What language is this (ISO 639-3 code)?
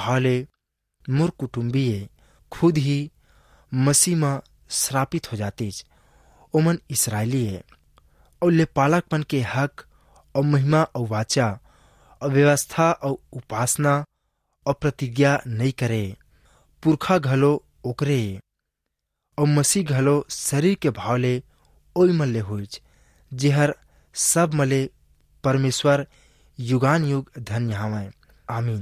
hne